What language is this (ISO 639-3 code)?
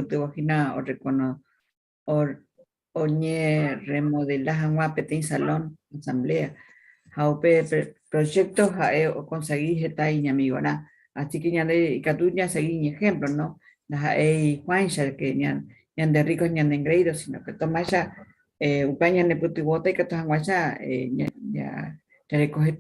grn